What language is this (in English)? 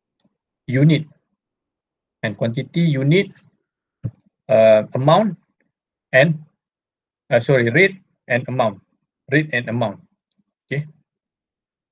Malay